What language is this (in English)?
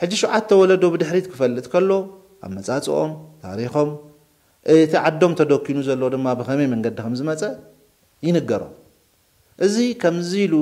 Tigrinya